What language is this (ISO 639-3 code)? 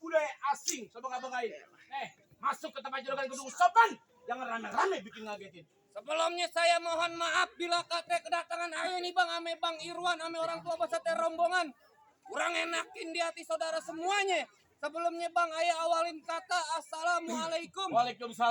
bew